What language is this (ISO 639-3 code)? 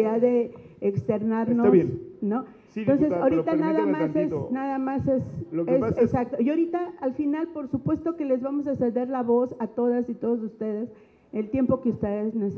spa